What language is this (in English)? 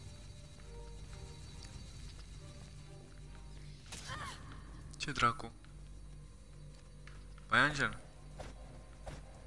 Romanian